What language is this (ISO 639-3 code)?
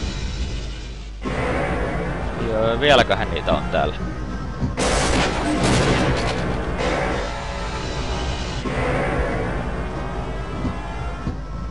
fin